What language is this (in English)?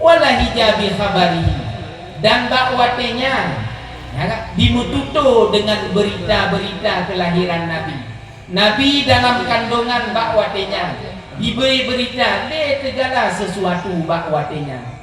Achinese